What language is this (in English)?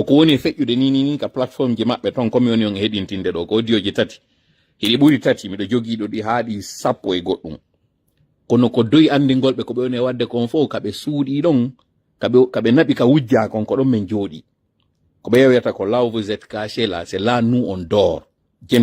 Pular